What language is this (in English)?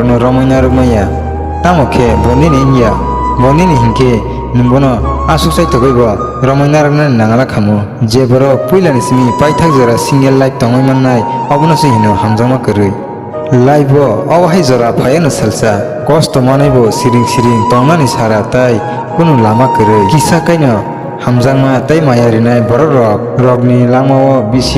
Kok Borok